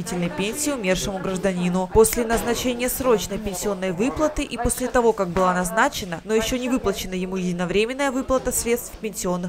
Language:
Russian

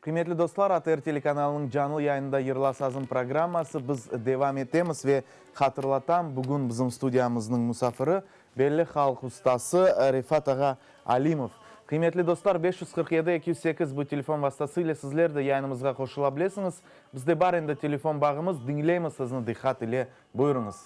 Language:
Crimean Tatar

